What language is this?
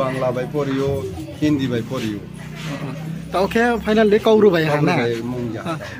Riang (India)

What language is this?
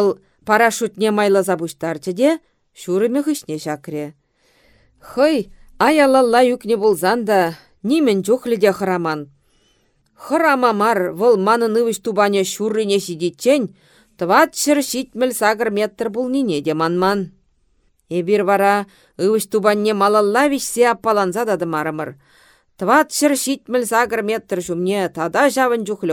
Chuvash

